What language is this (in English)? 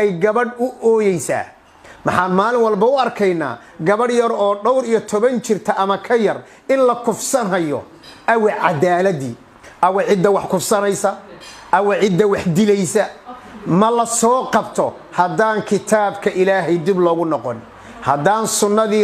Somali